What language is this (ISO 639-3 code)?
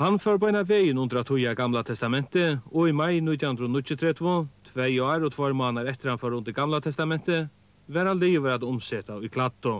fao